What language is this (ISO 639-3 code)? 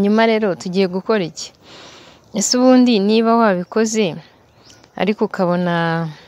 kin